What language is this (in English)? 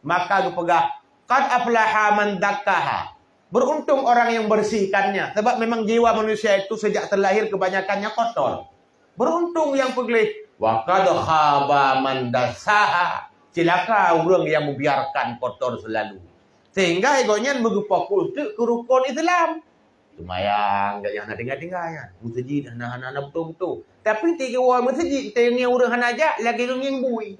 Achinese